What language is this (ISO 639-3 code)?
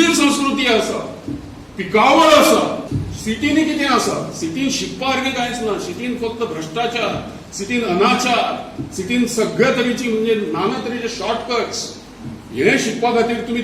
kok